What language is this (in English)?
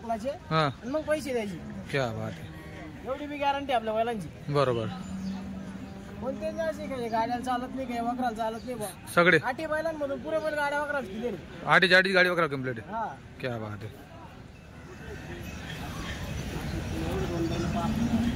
Marathi